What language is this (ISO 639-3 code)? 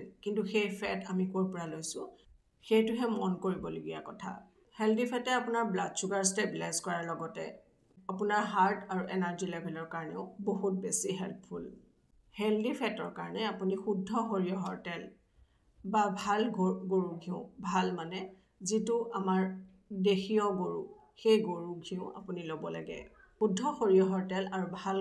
asm